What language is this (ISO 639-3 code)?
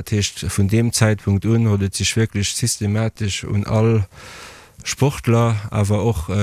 ltz